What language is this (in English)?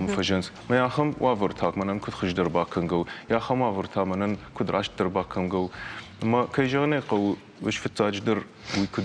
Ossetic